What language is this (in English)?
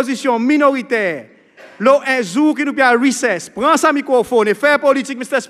Seselwa Creole French